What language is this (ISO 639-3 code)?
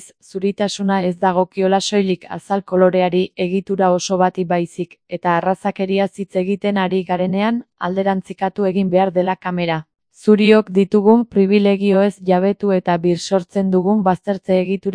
eus